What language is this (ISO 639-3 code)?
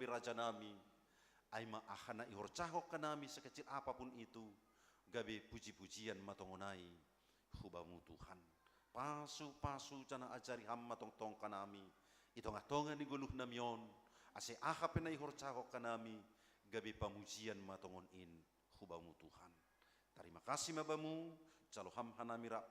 bts